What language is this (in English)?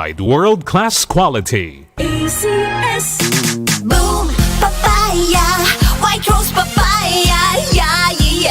Bikol